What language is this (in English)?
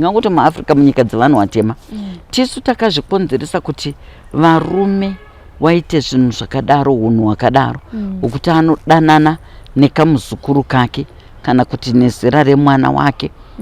Shona